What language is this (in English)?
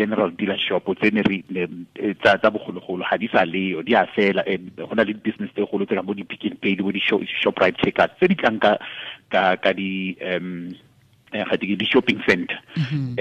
Tswana